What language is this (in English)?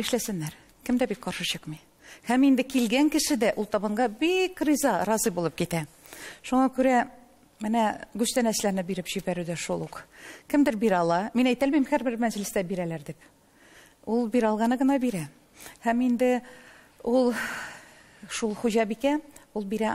Tatar